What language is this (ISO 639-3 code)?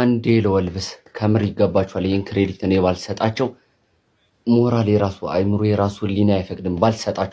amh